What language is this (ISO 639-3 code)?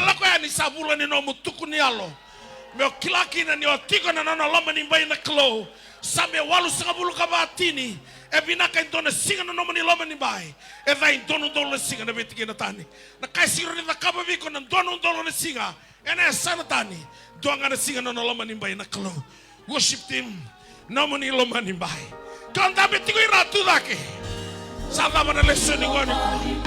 fij